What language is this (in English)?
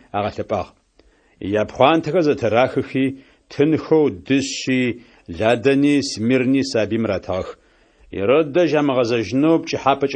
Adyghe